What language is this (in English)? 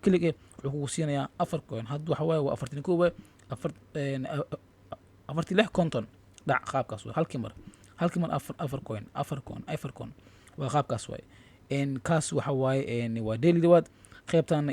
Somali